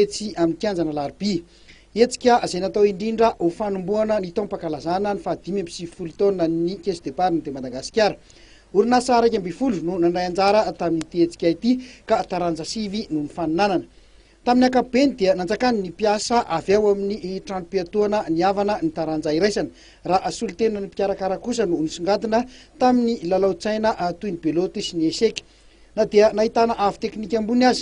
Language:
Malagasy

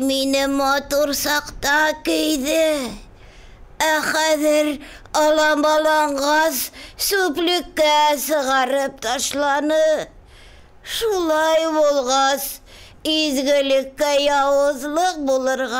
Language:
Bashkir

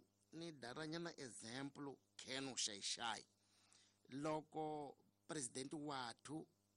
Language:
Tsonga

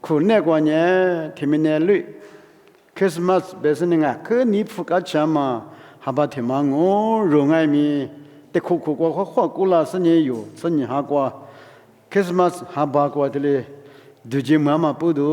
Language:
Lisu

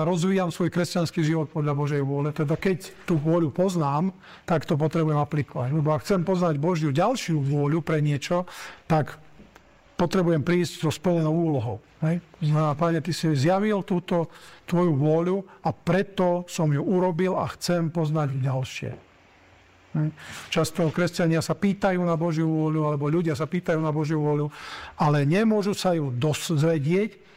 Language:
Slovak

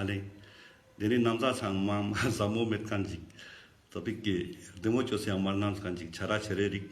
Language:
Ladakhi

